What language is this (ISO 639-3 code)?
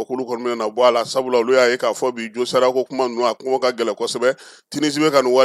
bam